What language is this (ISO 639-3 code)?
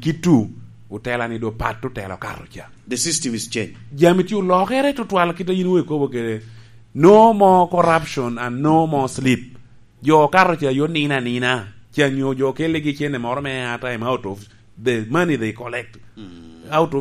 laj